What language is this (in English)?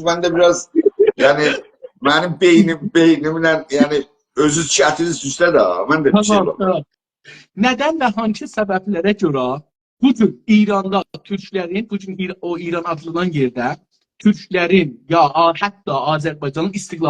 South Azerbaijani